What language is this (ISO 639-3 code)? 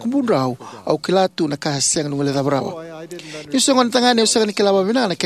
fij